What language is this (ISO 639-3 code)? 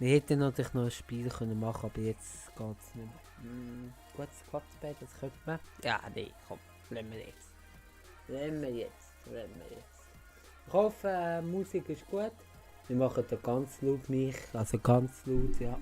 gsw